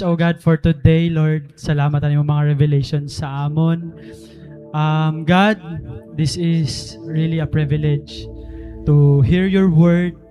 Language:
Waray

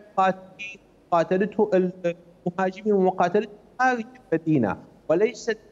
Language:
Mesopotamian Arabic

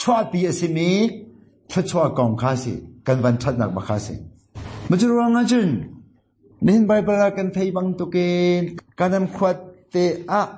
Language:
Hakha Chin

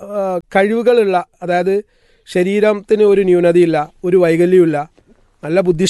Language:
Malayalam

